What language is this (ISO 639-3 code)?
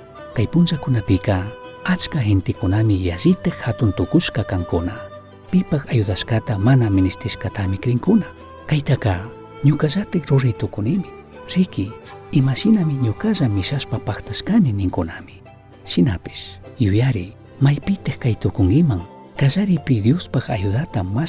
qug